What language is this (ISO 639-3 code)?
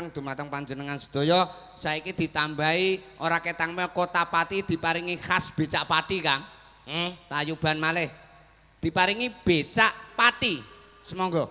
jav